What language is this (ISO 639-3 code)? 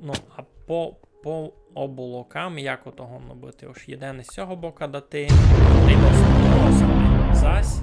rue